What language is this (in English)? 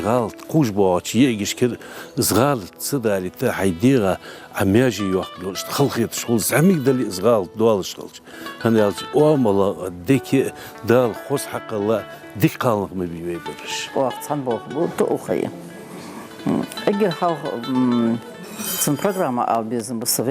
Ingush